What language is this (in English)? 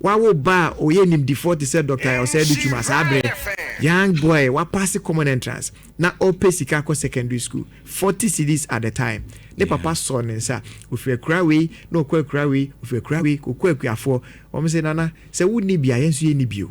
Akan